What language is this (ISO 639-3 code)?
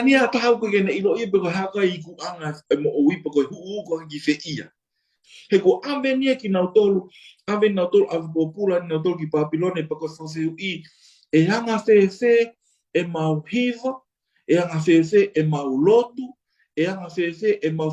ton